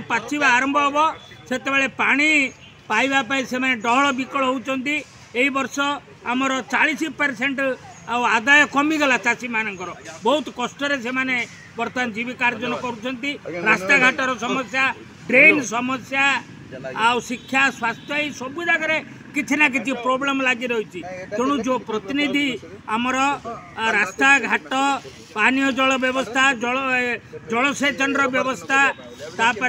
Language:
Odia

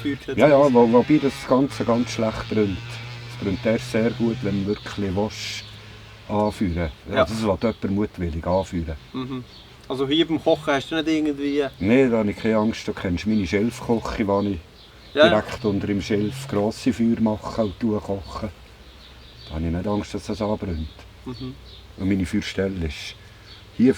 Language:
Swiss German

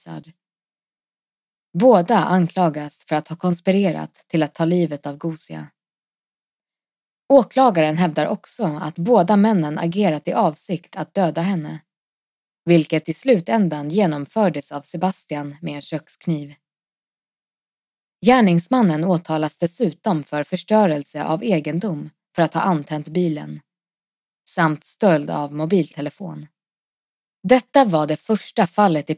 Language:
Swedish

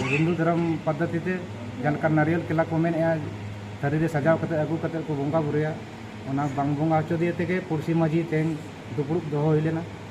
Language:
Santali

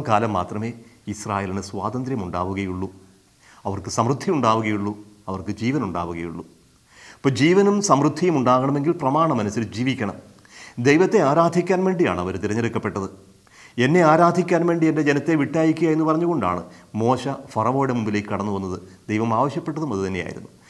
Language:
Malayalam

